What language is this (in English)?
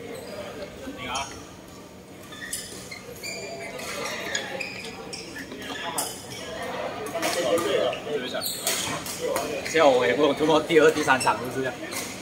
Chinese